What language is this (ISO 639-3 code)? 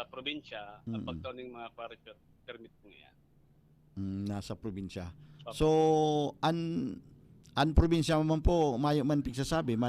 bik